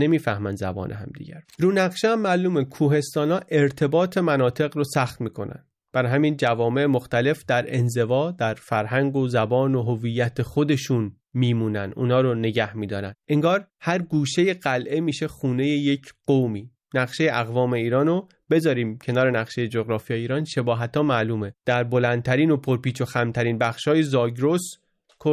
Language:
Persian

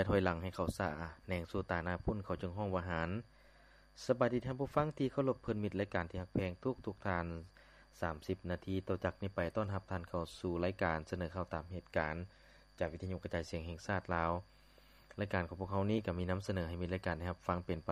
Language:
Lao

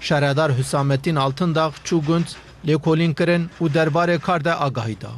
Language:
Kurdish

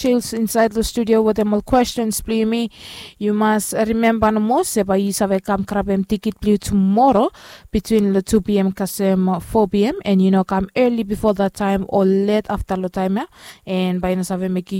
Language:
Bislama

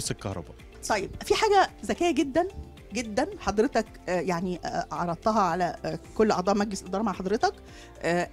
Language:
Egyptian Arabic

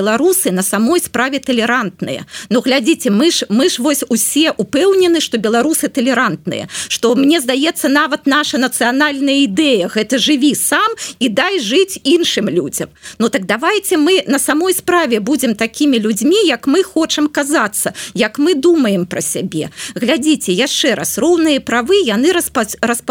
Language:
Belarusian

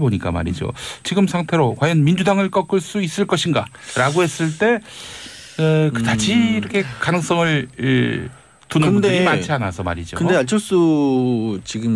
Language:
Korean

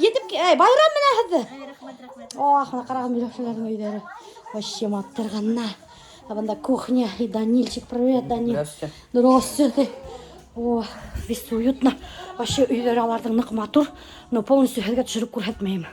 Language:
Bashkir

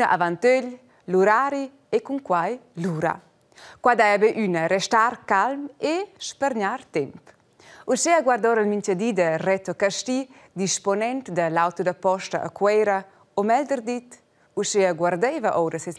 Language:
Romansh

